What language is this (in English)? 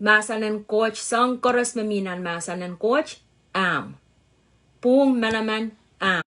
Pohnpeian